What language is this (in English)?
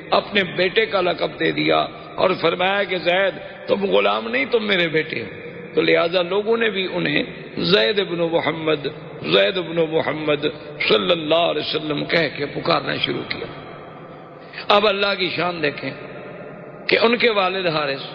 Urdu